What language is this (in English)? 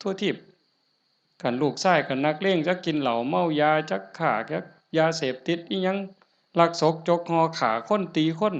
Northeastern Thai